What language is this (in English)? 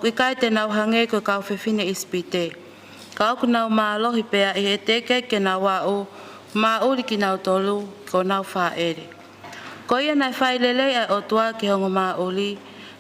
Tongan